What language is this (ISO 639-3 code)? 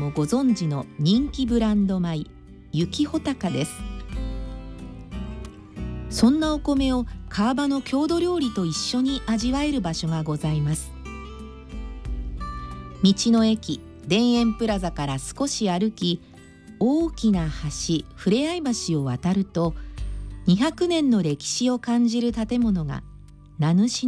jpn